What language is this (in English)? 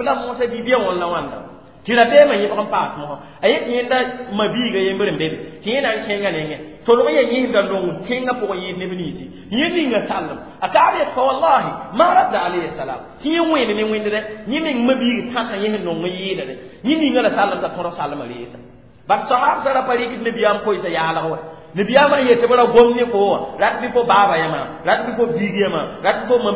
Mossi